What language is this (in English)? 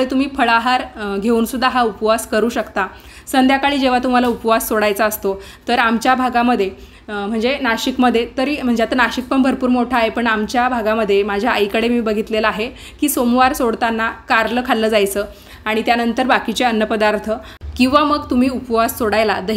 Marathi